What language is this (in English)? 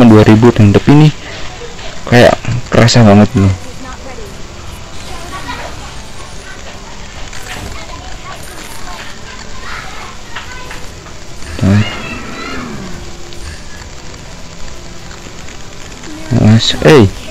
Indonesian